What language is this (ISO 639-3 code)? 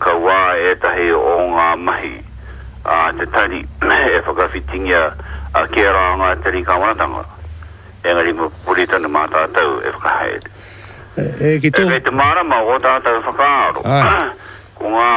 mri